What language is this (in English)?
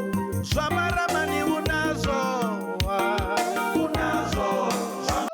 Venda